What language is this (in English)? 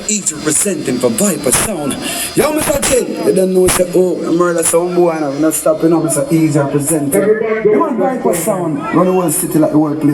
Jamaican Creole English